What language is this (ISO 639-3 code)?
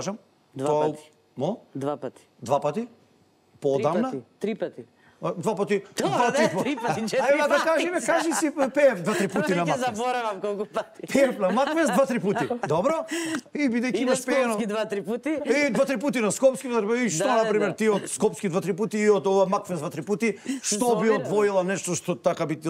mkd